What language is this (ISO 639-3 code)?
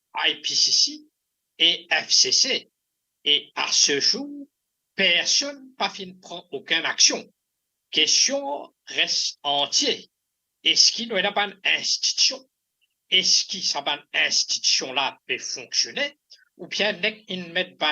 mfe